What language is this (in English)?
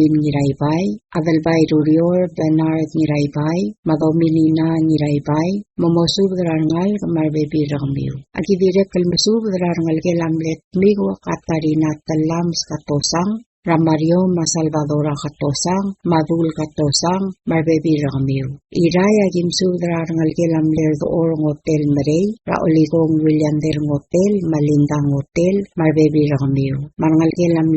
Palauan